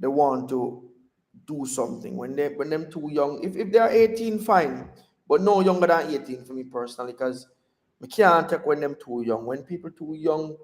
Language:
Jamaican Creole English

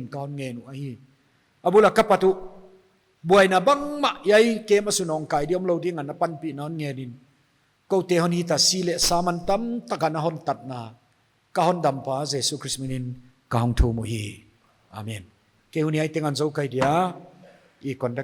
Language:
Paite Chin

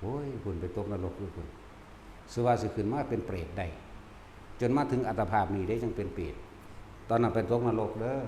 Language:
Northeastern Thai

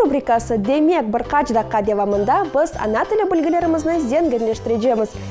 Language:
Crimean Tatar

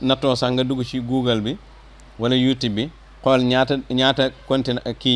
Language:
Wolof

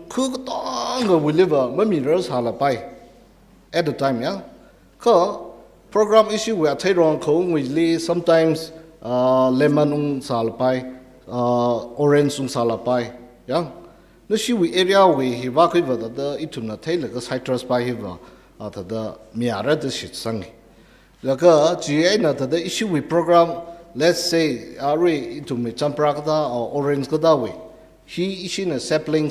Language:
Tangkhul Naga (India)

